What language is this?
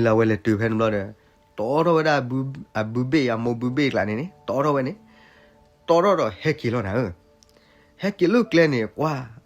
S'gaw Karen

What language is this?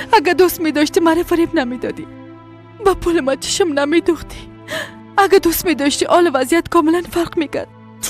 Persian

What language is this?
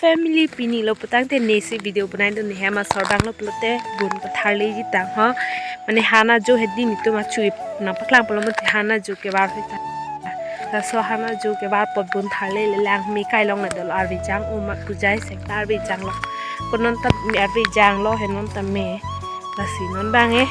Karbi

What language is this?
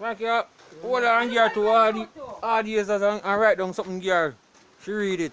Jamaican Creole English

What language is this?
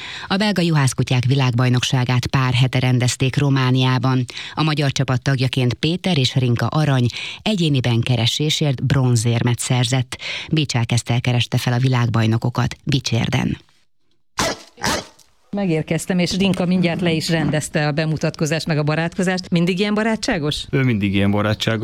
Hungarian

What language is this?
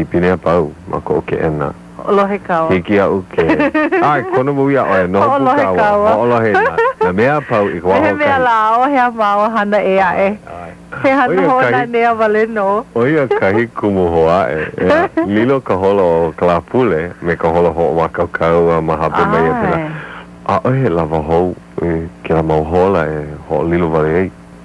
Hawaiian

